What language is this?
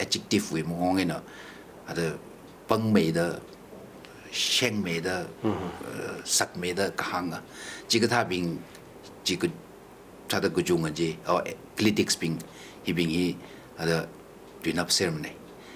Tangkhul Naga (India)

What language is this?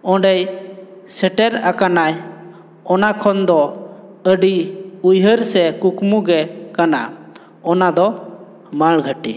Santali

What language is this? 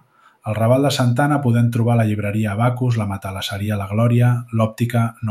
Catalan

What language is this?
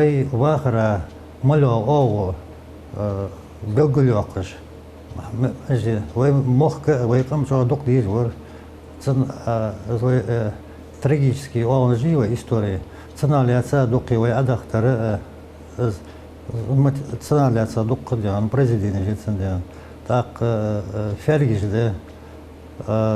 Ingush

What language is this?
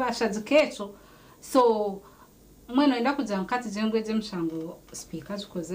Nyankole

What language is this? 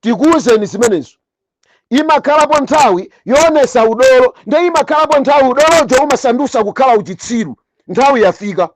Nyanja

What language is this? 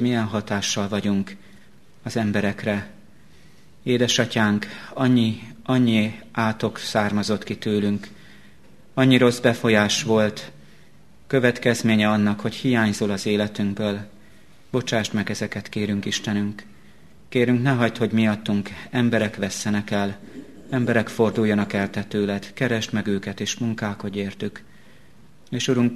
Hungarian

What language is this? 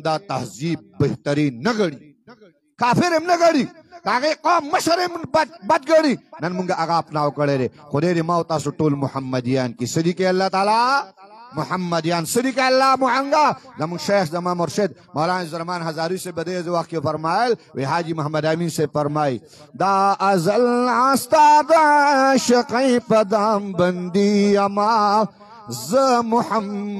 Pashto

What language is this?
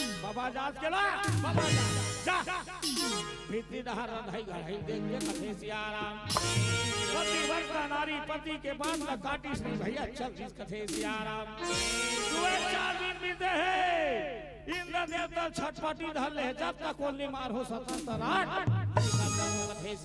Chhattisgarhi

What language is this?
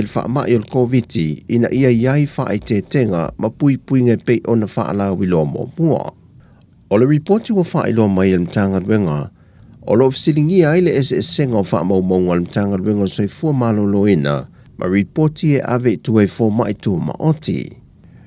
Samoan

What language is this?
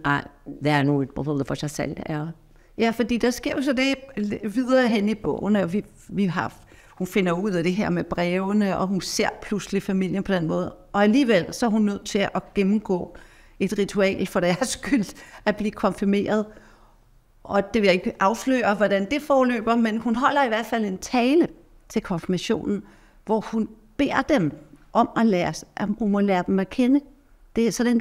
Norwegian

